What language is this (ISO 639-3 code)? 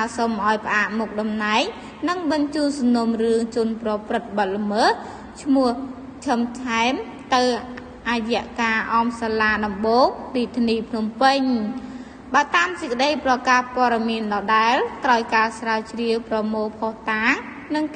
khm